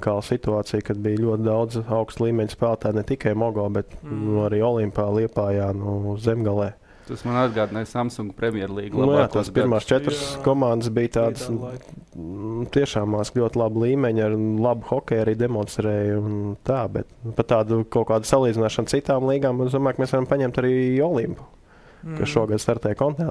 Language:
Latvian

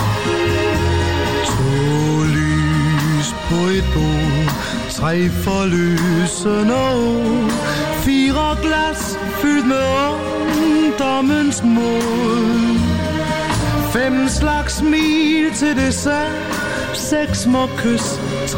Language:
Danish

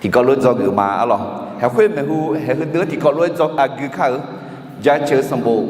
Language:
Akha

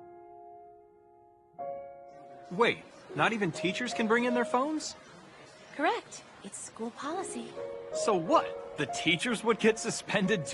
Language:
English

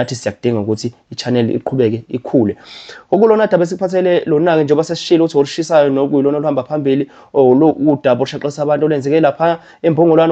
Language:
Zulu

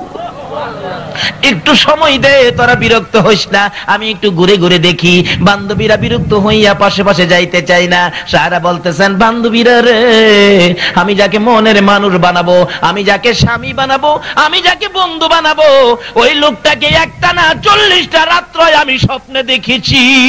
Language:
Bangla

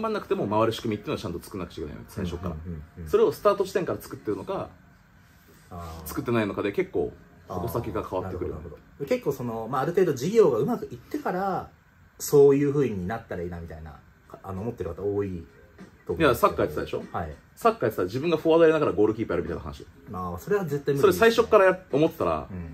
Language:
Japanese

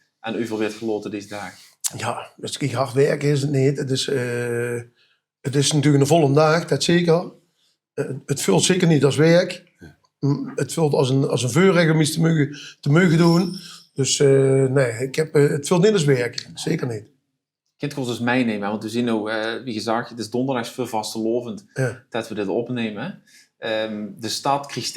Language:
Limburgish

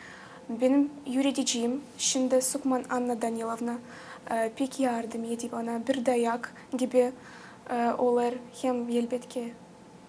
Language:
Gagauz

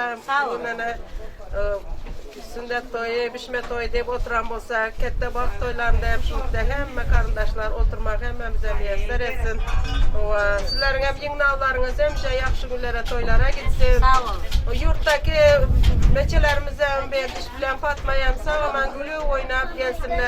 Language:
Turkmen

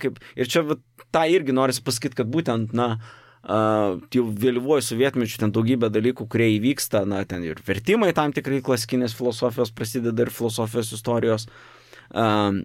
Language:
Lithuanian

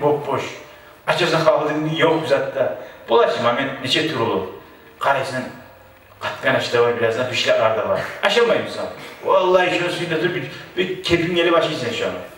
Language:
Kumyk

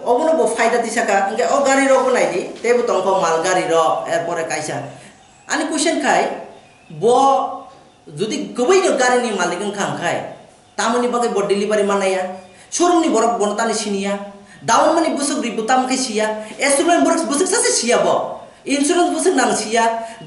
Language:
Kok Borok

